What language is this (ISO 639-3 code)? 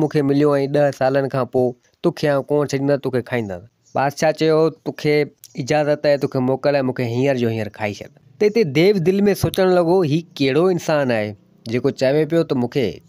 snd